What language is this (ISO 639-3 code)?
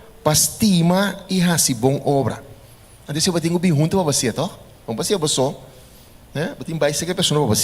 pap